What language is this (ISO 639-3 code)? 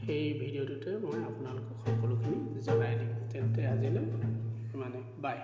asm